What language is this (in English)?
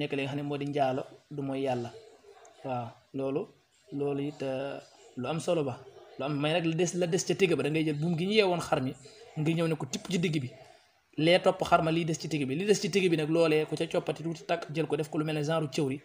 Wolof